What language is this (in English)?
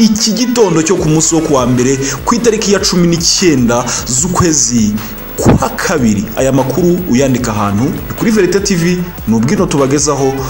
Kinyarwanda